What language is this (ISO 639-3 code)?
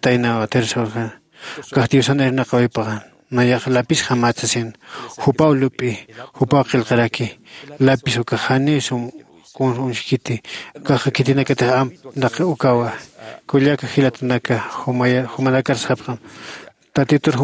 aym